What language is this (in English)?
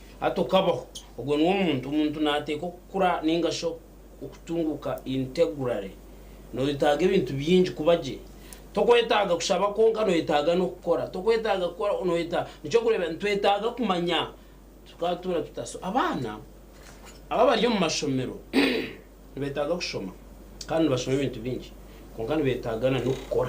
Nyankole